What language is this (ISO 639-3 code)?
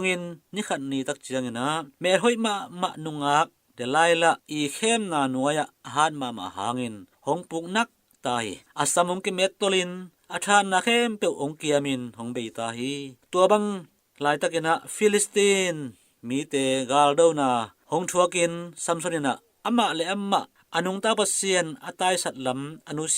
ctd